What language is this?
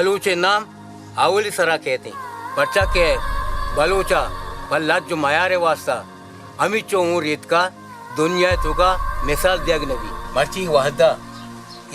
Baluchi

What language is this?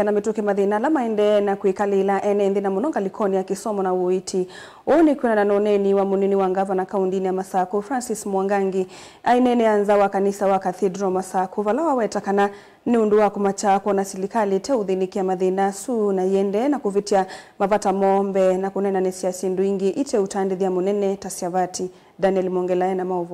Kamba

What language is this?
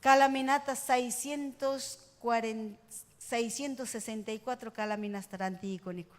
Ayacucho Quechua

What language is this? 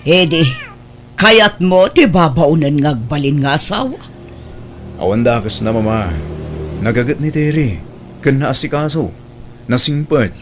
Iloko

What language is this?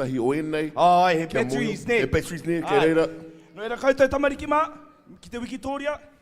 Māori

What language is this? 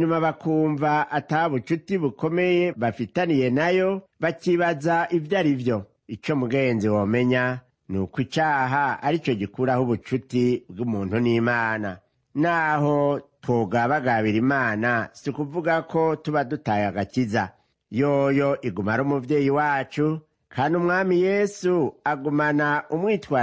Rundi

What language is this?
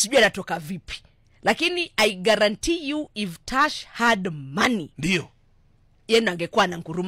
Swahili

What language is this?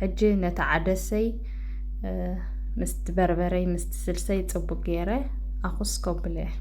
Tigrinya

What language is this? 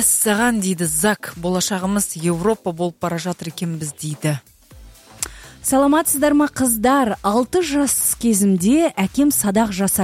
Kazakh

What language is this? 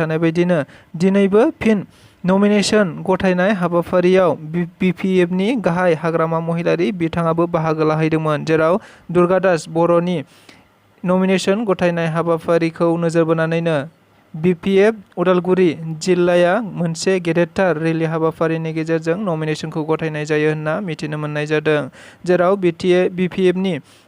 Bodo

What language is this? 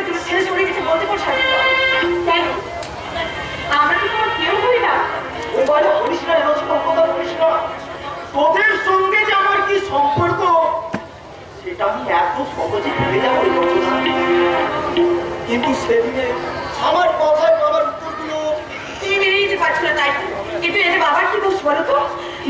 Bangla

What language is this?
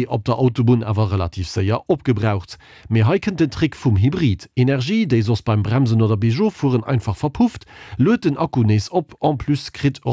Luxembourgish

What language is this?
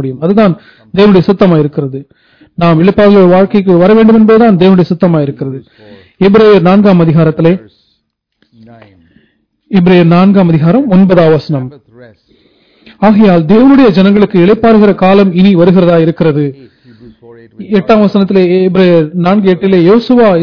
Tamil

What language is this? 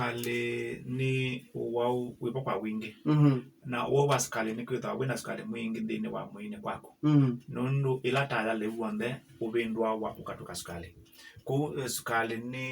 Kamba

